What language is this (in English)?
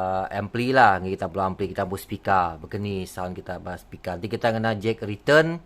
Iban